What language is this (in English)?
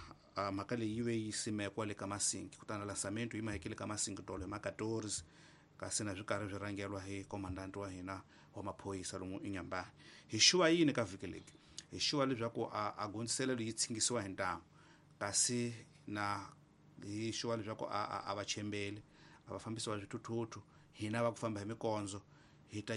Tsonga